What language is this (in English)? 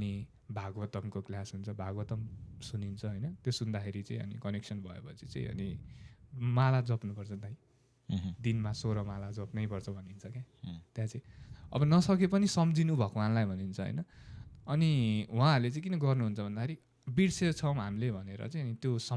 Nepali